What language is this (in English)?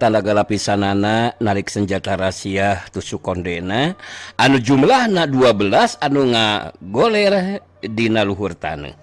Sundanese